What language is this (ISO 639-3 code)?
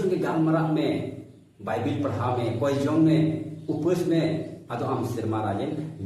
sat